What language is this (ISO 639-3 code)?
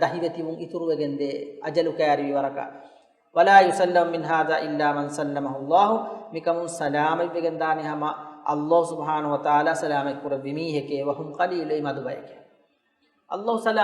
div